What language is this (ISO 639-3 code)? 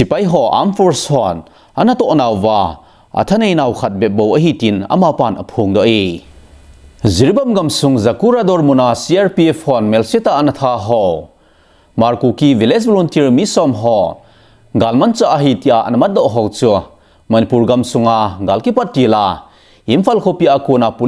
tcz